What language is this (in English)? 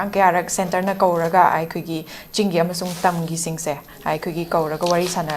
Manipuri